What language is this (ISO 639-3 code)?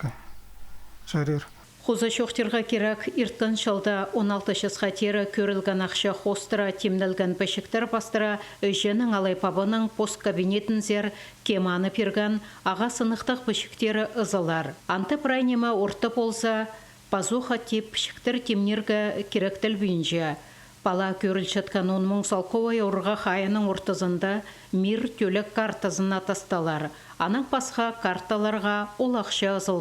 kjh